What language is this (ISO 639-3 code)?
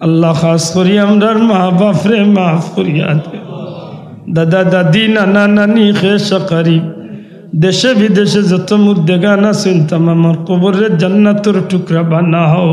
syl